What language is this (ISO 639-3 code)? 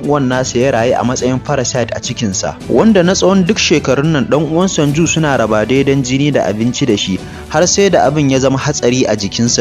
hau